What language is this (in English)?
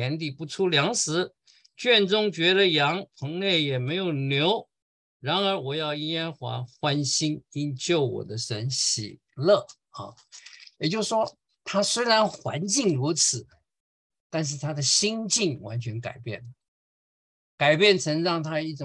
Chinese